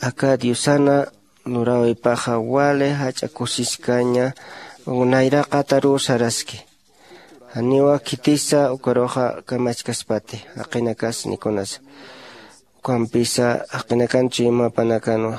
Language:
Aymara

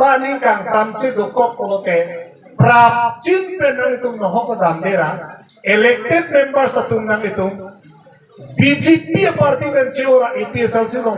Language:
Karbi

